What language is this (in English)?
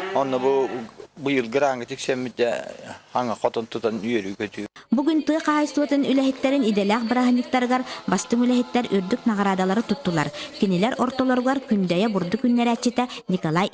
Yakut